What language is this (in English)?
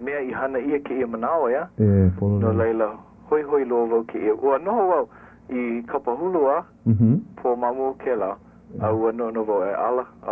Hawaiian